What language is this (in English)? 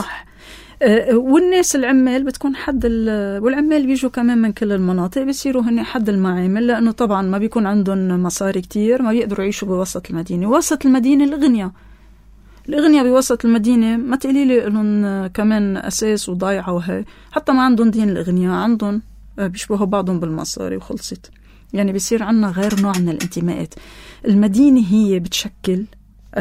North Levantine Arabic